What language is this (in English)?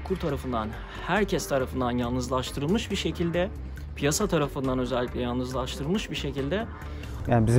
Turkish